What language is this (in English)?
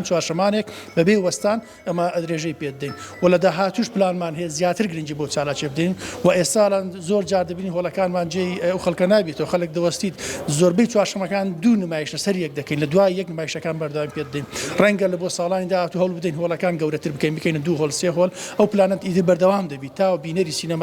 Central Kurdish